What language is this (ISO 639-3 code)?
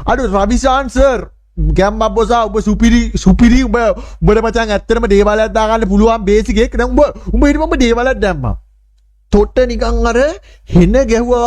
sin